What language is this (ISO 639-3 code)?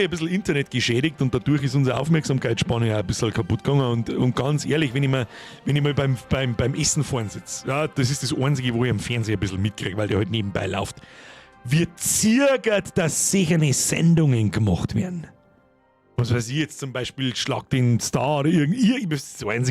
bar